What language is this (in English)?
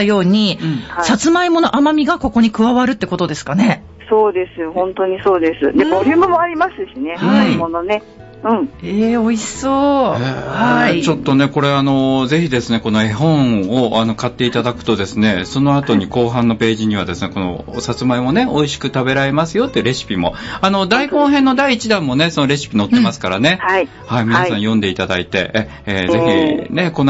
Japanese